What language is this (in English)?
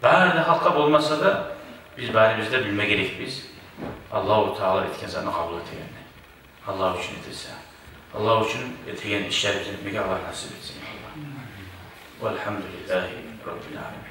Kumyk